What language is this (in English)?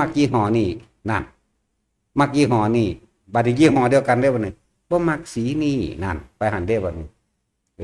Northeastern Thai